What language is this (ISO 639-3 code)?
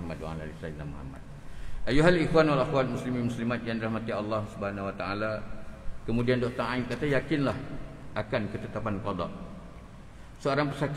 msa